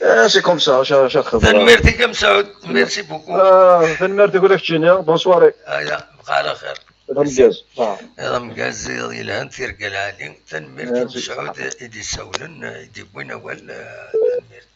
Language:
Kabyle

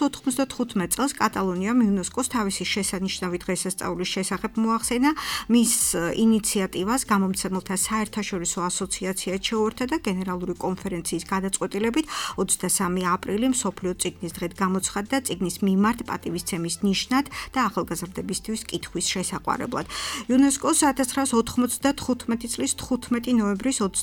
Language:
Georgian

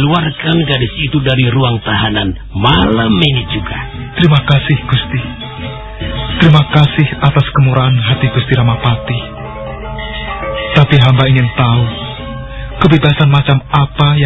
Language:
Indonesian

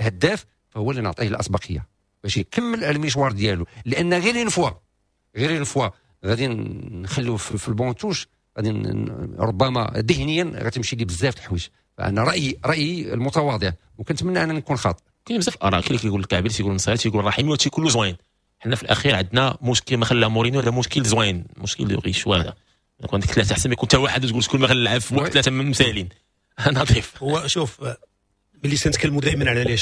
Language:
Moroccan Arabic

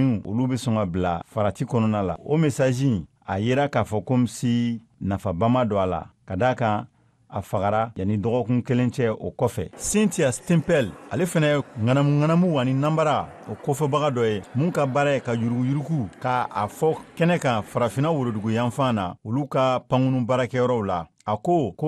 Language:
Bambara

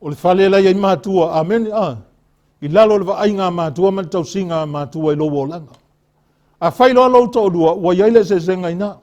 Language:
Samoan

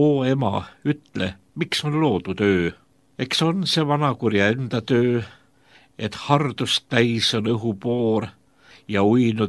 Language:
Estonian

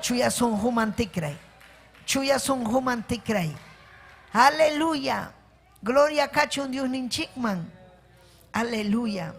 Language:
Ayacucho Quechua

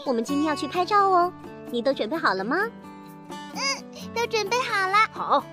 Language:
Chinese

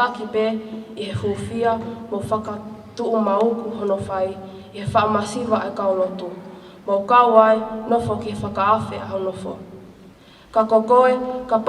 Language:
Tongan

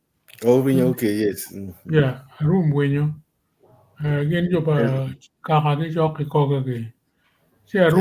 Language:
Acoli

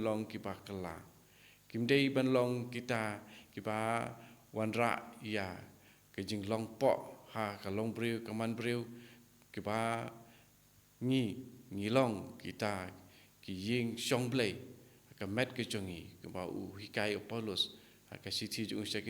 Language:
Khasi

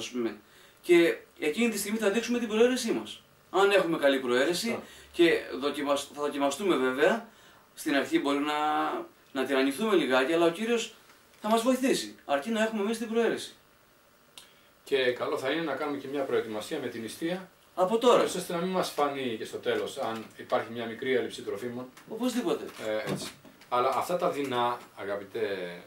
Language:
Greek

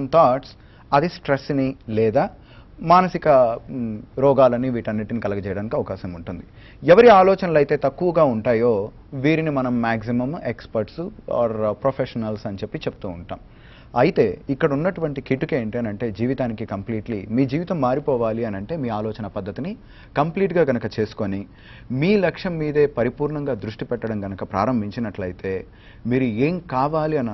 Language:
Telugu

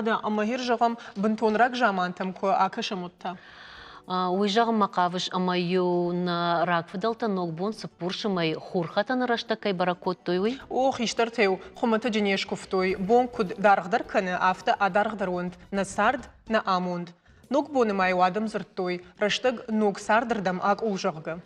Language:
Ossetic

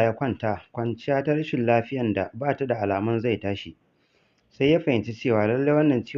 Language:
Hausa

